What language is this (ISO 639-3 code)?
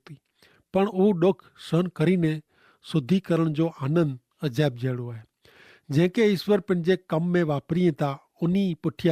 kfr